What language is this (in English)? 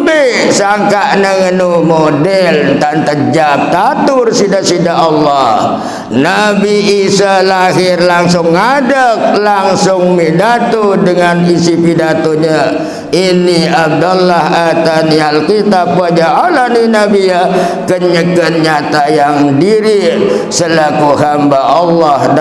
Sasak